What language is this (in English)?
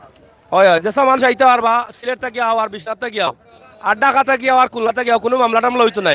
Sylheti